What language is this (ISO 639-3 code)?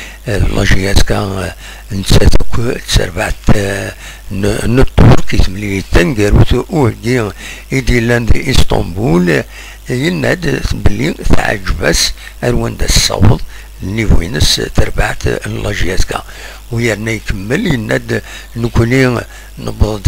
kab